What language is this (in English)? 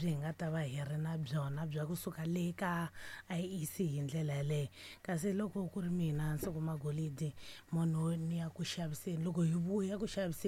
Tsonga